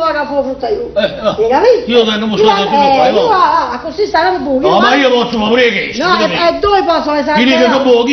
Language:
Neapolitan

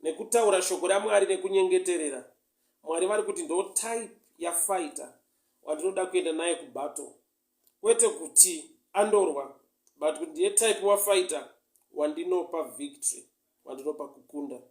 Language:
Shona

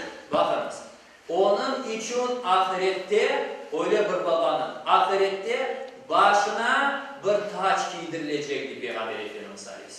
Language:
Crimean Tatar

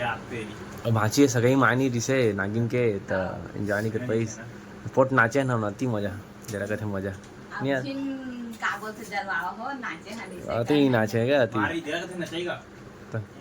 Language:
Chhattisgarhi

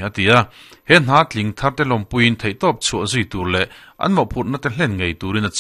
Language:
Mizo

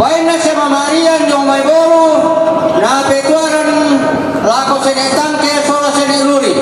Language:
Toraja-Sa'dan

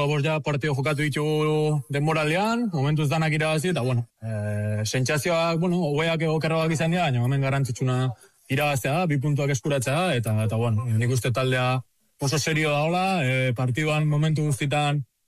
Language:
Basque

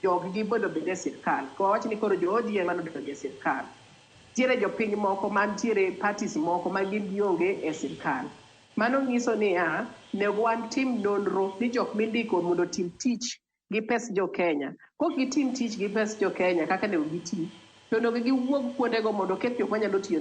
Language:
Luo (Kenya and Tanzania)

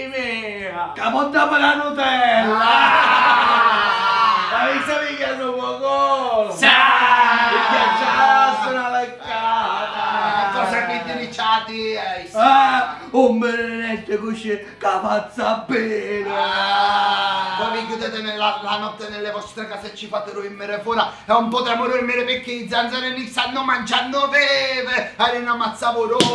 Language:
Sicilian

